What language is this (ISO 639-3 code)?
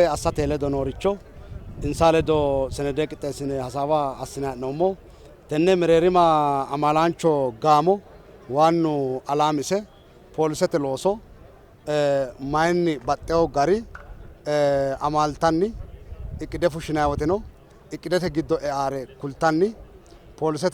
sid